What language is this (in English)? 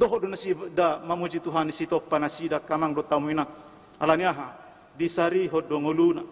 Batak Toba